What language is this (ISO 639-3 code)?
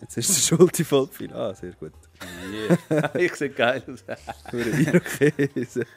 gsw